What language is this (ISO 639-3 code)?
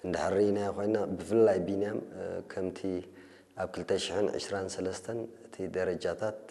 tir